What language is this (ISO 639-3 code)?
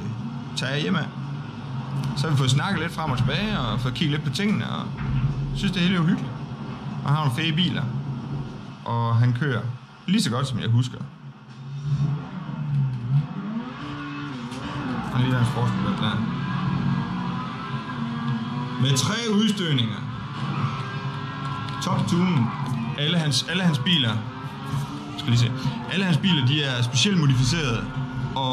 dan